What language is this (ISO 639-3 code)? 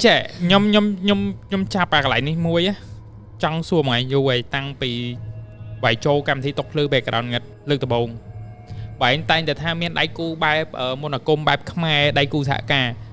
khm